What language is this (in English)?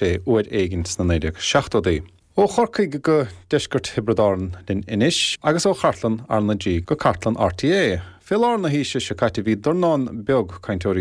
Irish